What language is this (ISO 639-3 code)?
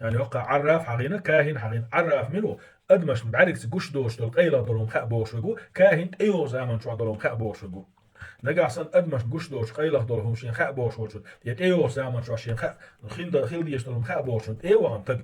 che